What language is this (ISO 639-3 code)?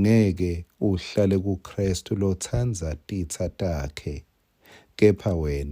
ssw